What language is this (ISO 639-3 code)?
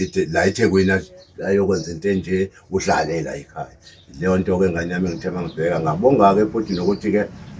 zul